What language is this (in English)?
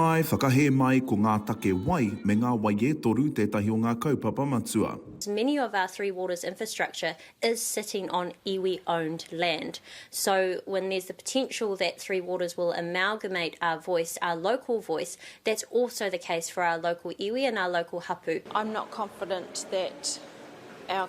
Māori